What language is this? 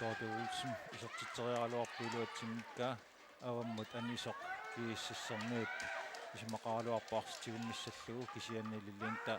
Kalaallisut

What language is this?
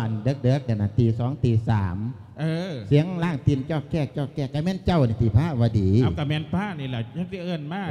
Lao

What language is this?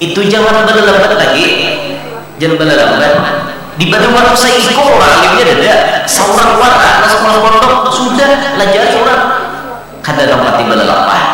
Banjar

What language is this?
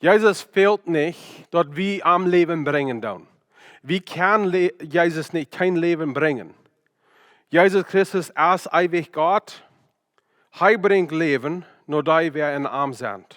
Plautdietsch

